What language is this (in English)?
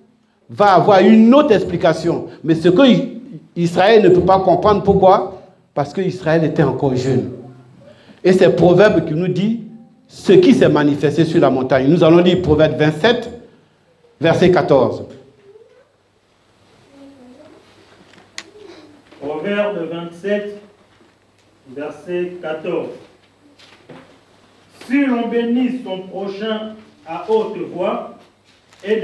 French